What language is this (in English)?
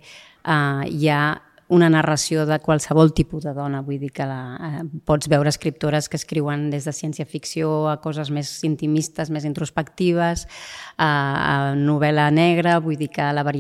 Catalan